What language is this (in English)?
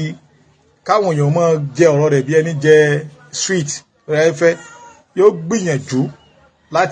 Yoruba